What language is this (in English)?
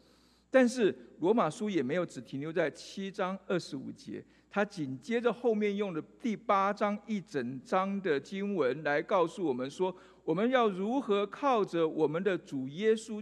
Chinese